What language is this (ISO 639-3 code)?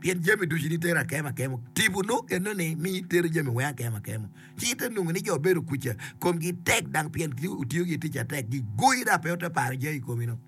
ach